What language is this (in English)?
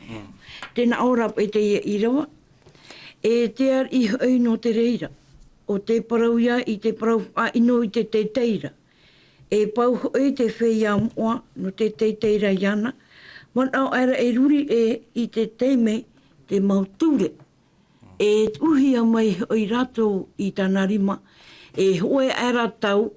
Tahitian